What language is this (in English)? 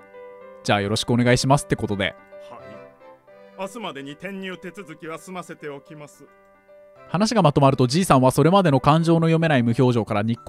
Japanese